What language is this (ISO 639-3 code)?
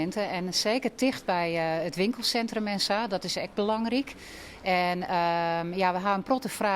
fry